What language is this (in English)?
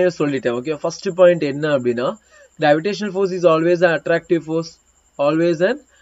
Tamil